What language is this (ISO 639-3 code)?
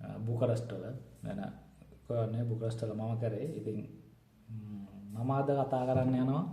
sin